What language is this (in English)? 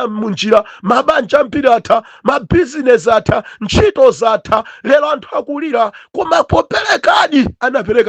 Nyanja